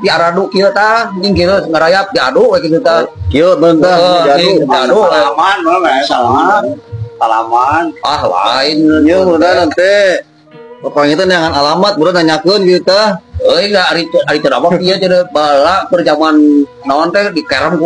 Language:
Sundanese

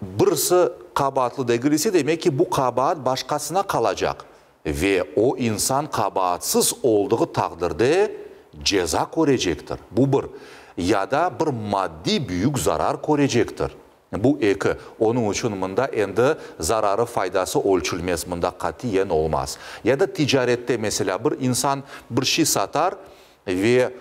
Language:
Crimean Tatar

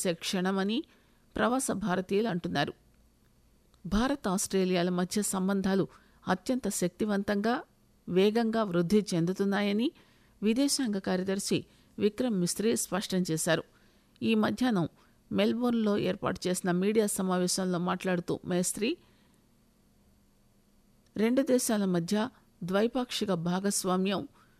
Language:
Telugu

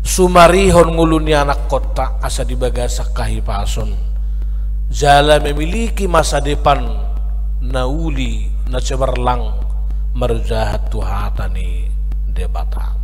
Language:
Batak Toba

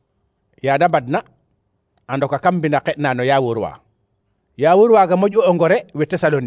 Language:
Serer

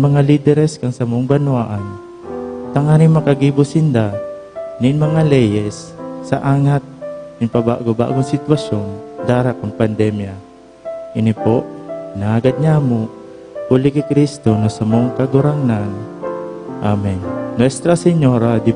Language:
Bikol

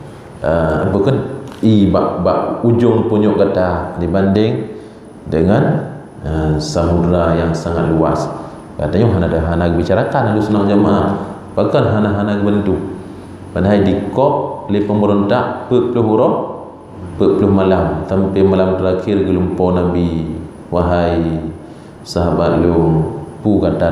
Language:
Achinese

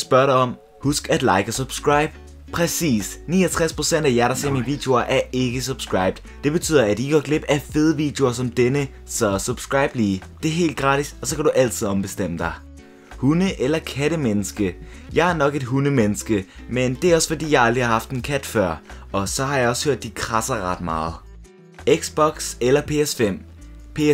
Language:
Danish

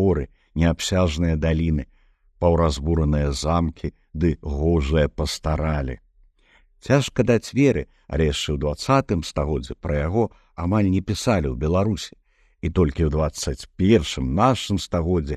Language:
Belarusian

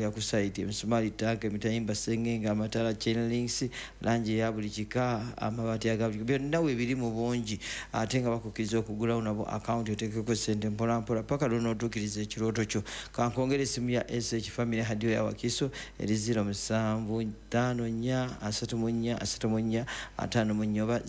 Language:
Ganda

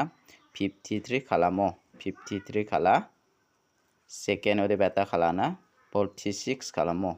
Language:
Garo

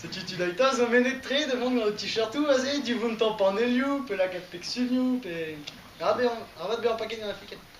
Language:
Breton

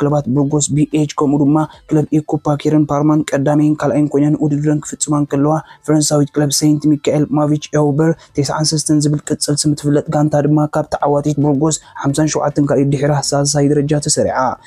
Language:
Tigrinya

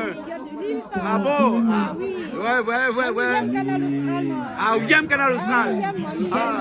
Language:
Réunion Creole French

